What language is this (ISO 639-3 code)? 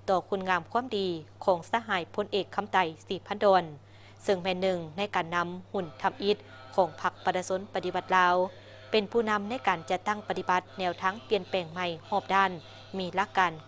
lao